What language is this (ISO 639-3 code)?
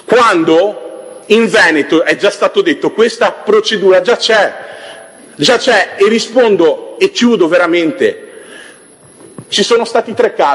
ita